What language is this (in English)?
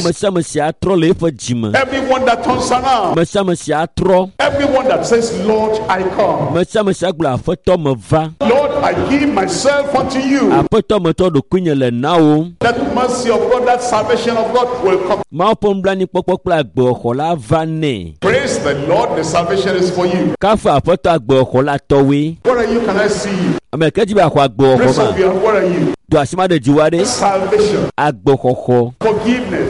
Ewe